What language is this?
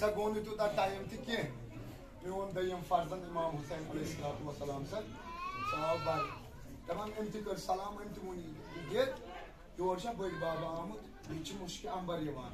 Kashmiri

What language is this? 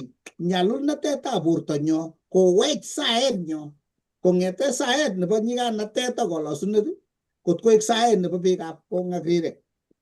Kalenjin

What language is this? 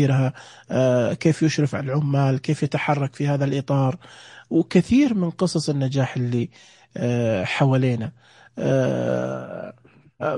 Najdi Arabic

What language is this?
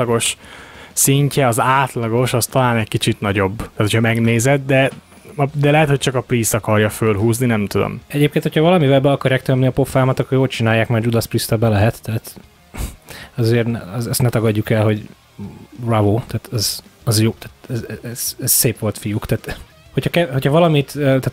Hungarian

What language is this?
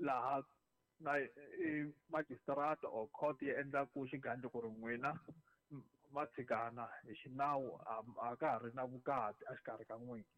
Tsonga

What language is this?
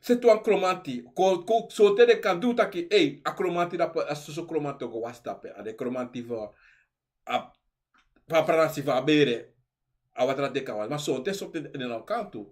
Sranan Tongo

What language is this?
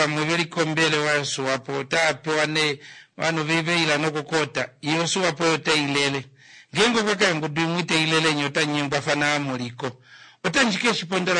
Kuanyama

